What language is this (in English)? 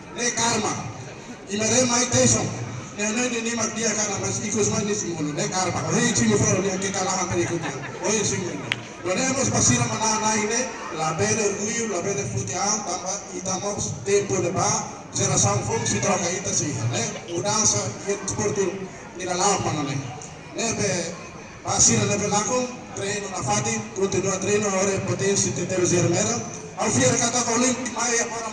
Tetum